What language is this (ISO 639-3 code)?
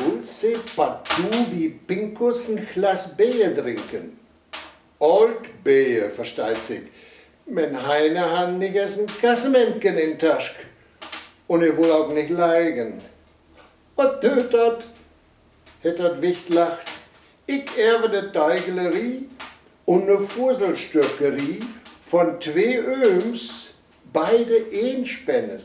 wep